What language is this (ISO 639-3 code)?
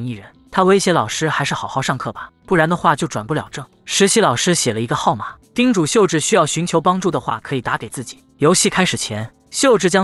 zho